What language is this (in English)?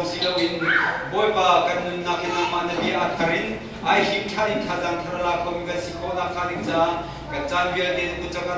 Hakha Chin